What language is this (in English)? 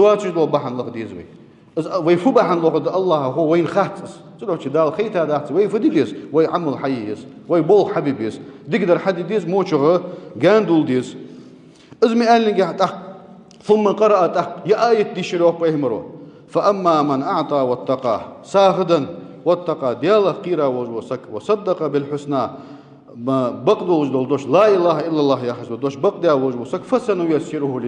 Ingush